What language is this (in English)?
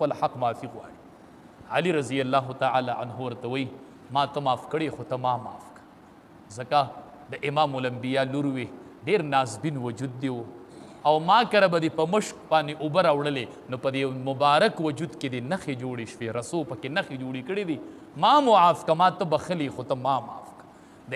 Pashto